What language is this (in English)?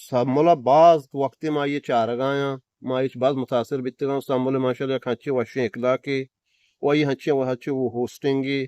Eastern Balochi